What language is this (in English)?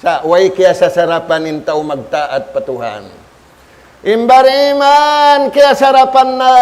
Tausug